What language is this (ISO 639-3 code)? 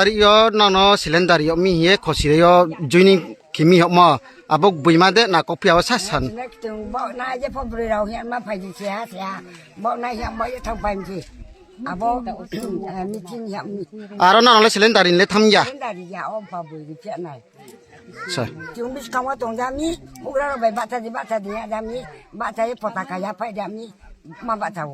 trp